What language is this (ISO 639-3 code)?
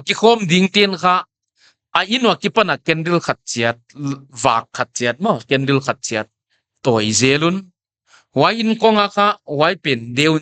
pck